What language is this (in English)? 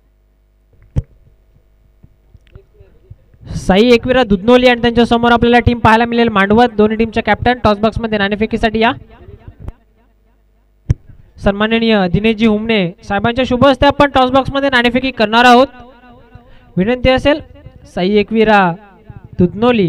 Marathi